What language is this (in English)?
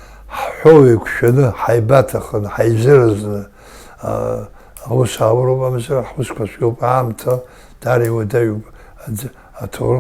Abkhazian